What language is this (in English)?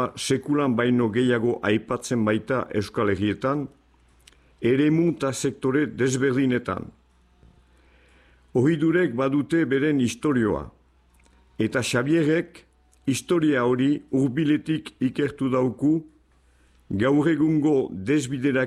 Basque